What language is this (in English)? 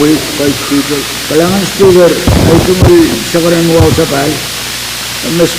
Pohnpeian